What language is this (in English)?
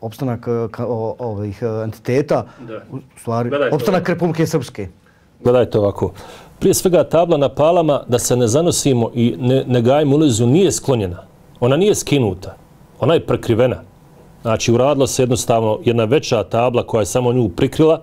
Bosnian